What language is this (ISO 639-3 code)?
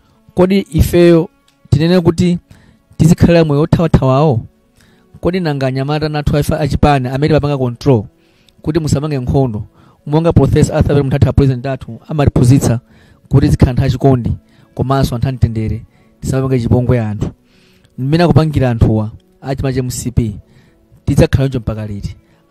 nya